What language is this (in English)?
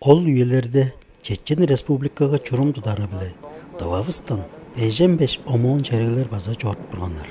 Tuvinian